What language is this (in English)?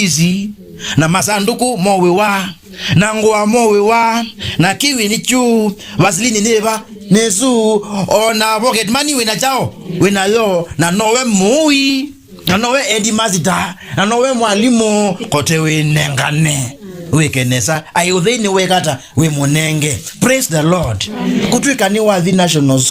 Kamba